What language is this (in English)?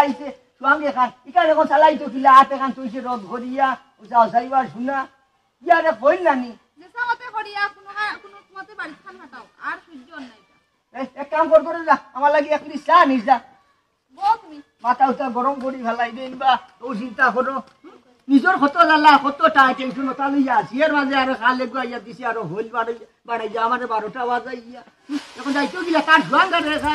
Sylheti